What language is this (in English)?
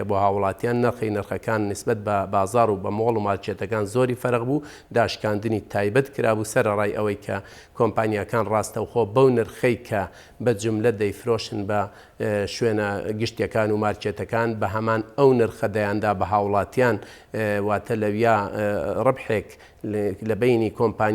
Central Kurdish